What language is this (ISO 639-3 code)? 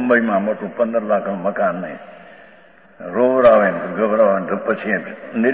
guj